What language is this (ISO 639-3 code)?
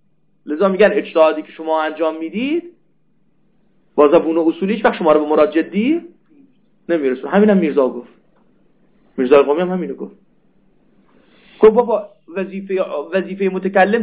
fas